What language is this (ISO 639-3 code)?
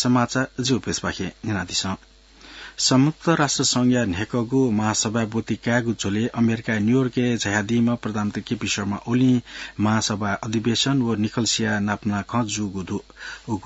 new